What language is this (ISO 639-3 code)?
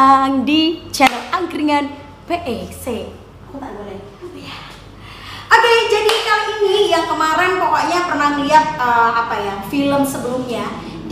ind